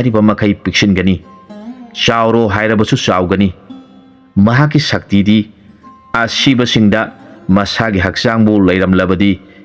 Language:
Manipuri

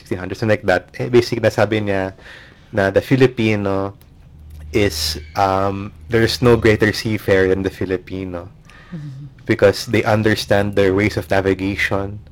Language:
Filipino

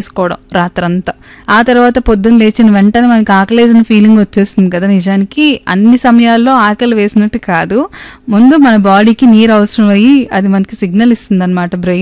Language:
Telugu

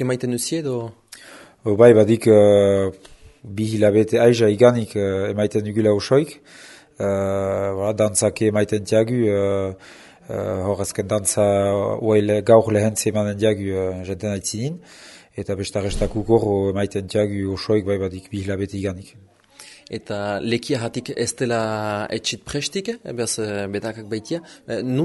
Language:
Basque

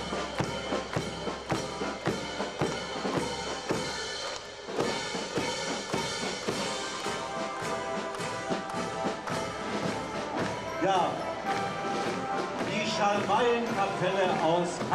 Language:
German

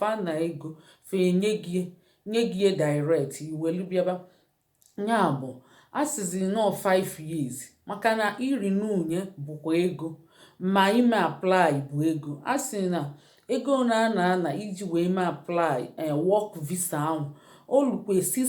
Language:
Igbo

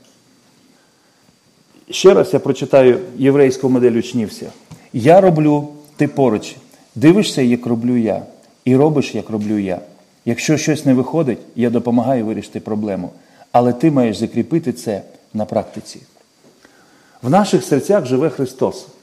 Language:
Ukrainian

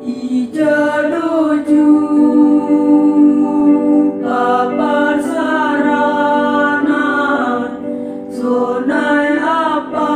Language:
Batak Simalungun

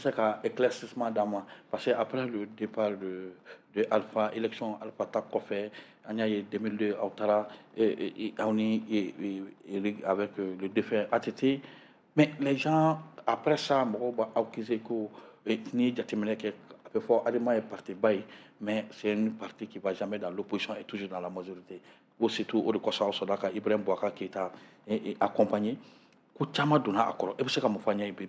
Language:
Bambara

